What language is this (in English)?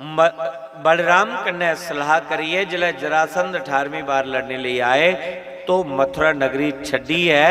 Dogri